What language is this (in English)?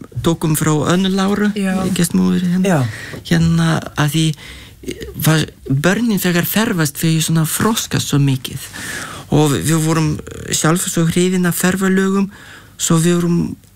Icelandic